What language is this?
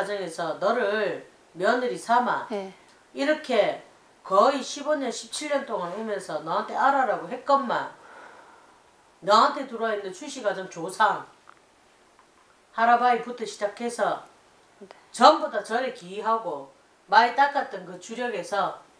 Korean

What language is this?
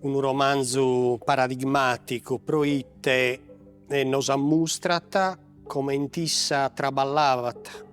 Sardinian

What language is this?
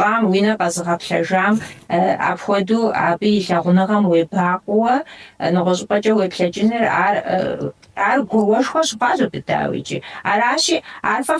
Kabardian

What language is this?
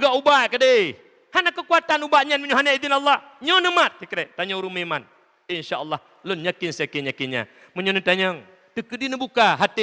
Achinese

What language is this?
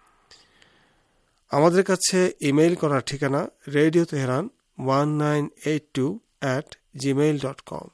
Bangla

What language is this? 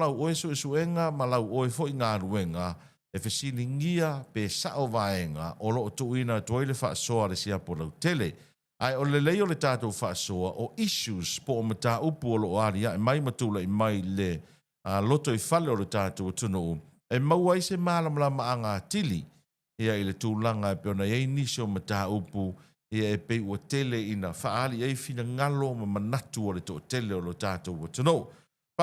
Samoan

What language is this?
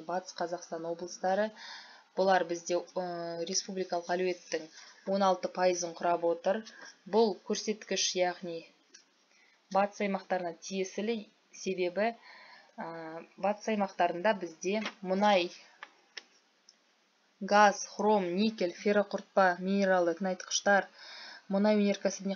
Kazakh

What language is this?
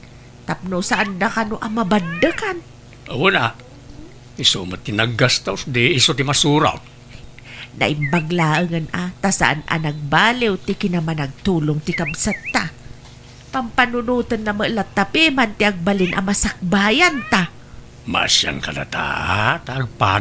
Iloko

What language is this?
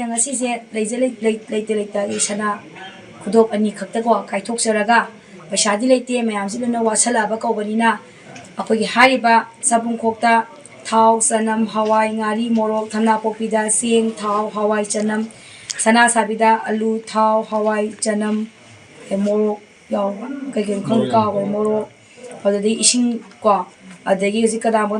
Manipuri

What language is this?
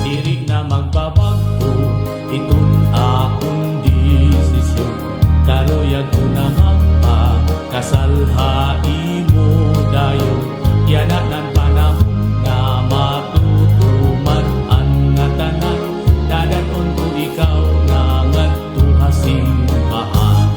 Waray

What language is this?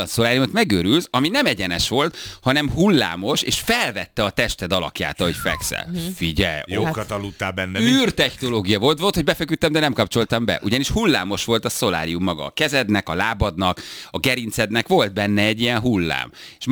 Hungarian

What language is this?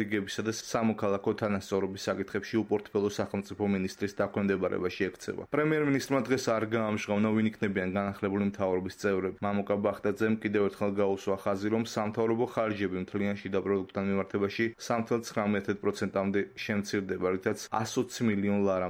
Georgian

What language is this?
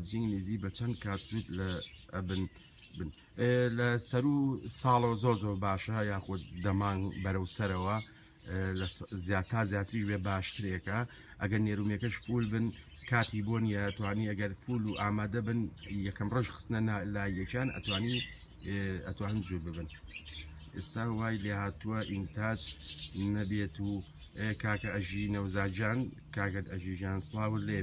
Central Kurdish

